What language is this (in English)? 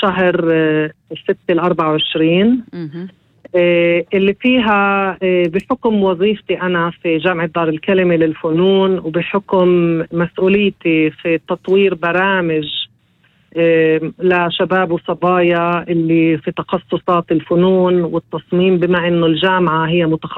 North Levantine Arabic